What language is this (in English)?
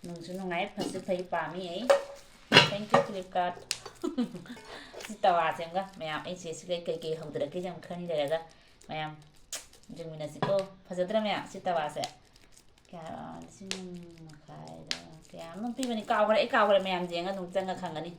Manipuri